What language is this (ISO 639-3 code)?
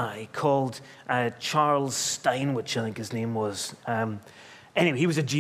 eng